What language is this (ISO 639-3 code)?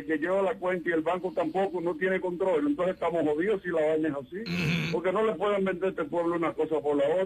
spa